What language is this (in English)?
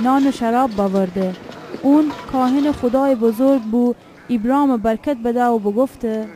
Gilaki